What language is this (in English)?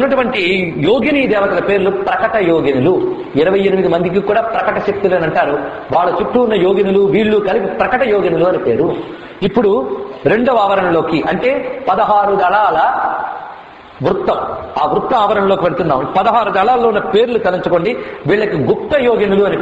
Telugu